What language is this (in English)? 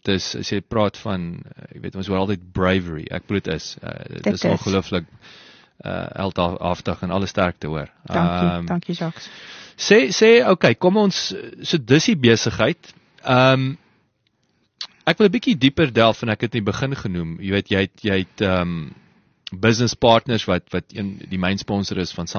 Afrikaans